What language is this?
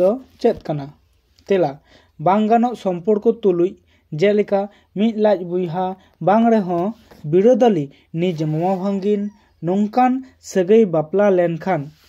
Santali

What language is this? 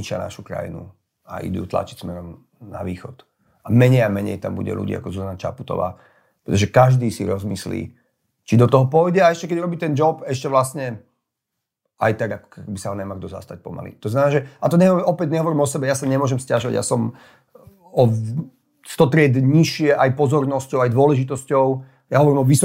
Slovak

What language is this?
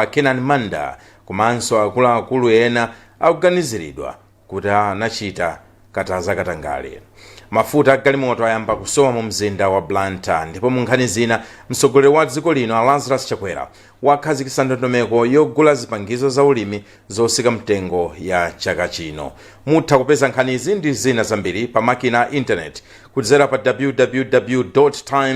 Nyanja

